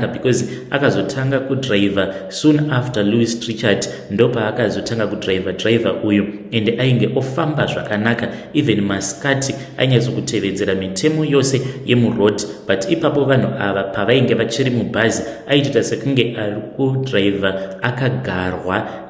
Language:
Shona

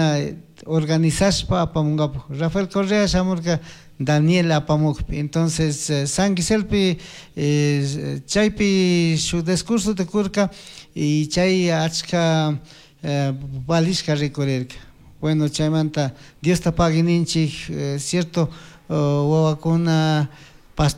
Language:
Chimborazo Highland Quichua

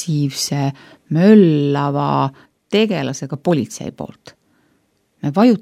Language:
Estonian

